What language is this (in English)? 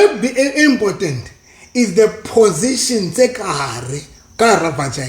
Southern Sotho